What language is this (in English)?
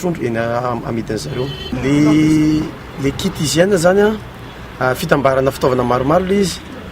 Malagasy